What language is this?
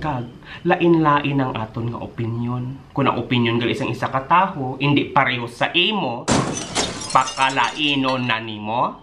Hiligaynon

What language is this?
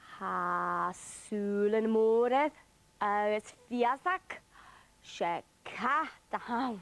Scottish Gaelic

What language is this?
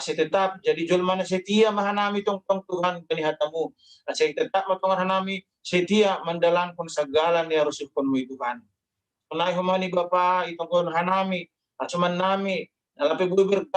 Batak Simalungun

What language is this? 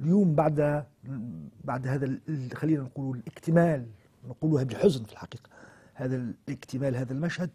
Tunisian Arabic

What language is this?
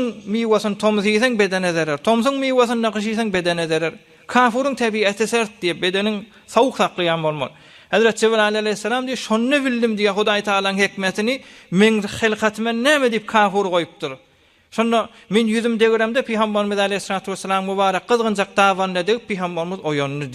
Turkmen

